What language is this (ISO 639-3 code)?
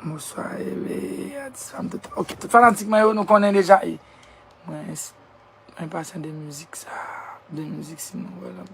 hat